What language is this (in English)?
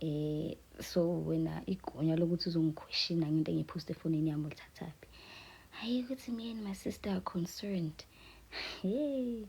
Zulu